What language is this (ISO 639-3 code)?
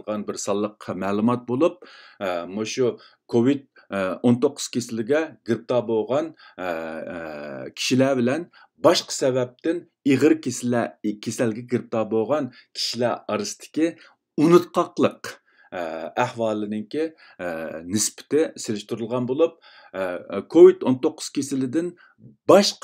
uig